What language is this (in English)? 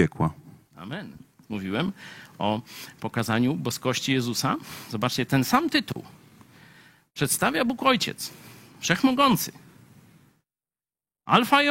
Polish